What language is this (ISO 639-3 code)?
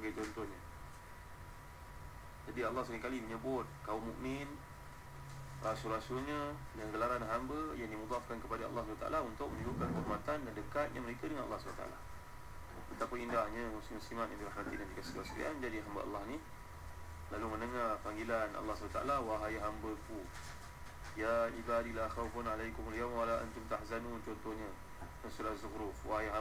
msa